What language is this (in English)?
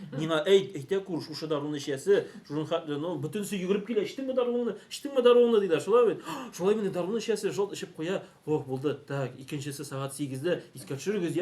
Tatar